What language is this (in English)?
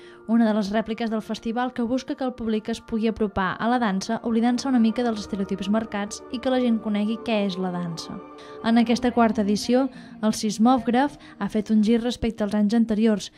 Catalan